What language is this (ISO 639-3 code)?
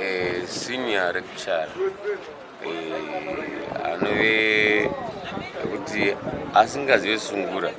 sna